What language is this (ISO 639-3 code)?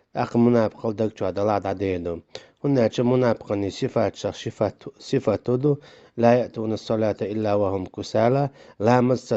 che